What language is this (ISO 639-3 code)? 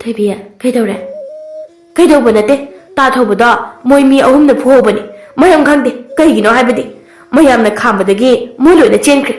mni